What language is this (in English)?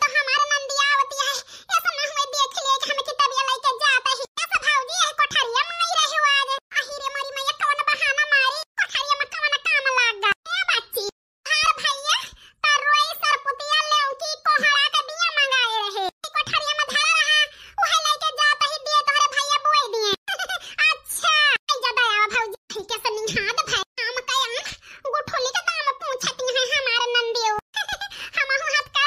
Awadhi